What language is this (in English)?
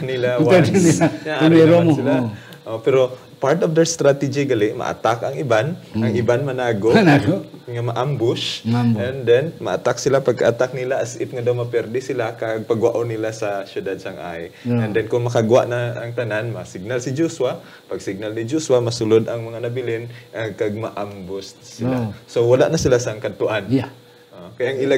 Hiligaynon